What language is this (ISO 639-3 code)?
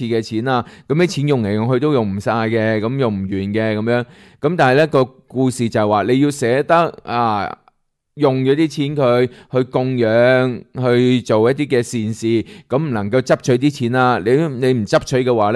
yue